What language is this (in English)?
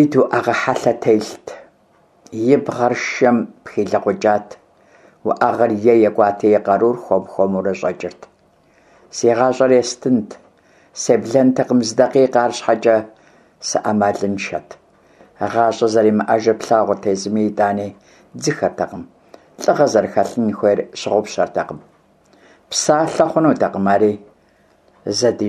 Kabardian